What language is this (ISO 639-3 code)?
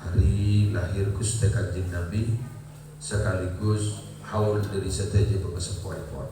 mad